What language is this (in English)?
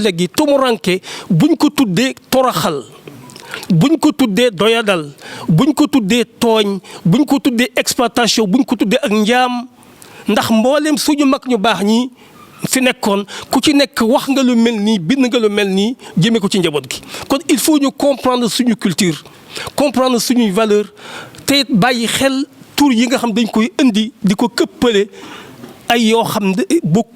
Wolof